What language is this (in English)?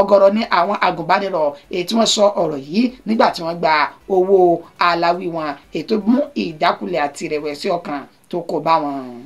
Yoruba